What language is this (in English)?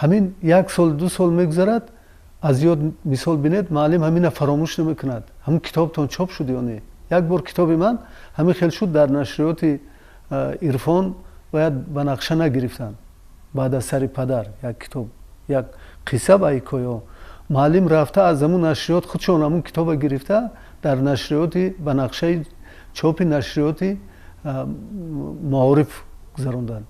Tajik